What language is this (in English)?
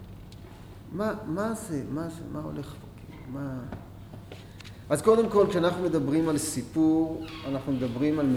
Hebrew